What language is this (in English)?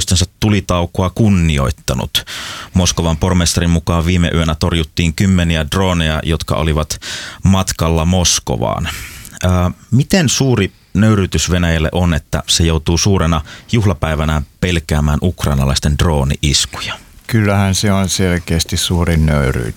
Finnish